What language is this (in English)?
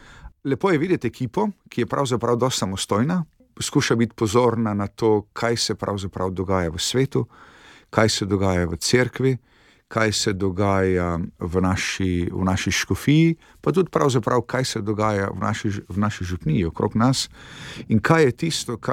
Slovenian